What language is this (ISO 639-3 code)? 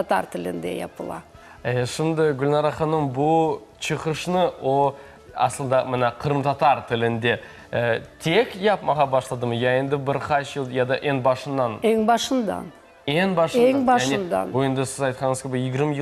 crh